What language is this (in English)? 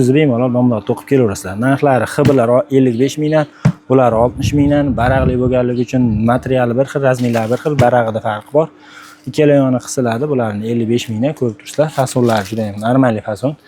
Uzbek